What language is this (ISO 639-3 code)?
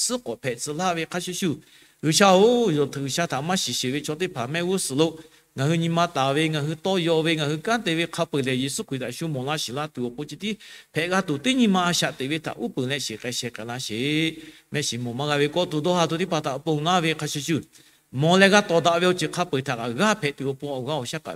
lhu